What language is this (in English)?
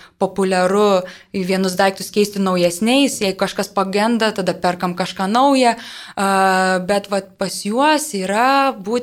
Lithuanian